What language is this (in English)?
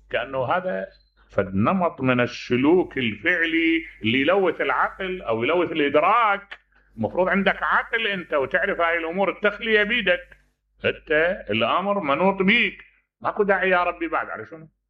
Mesopotamian Arabic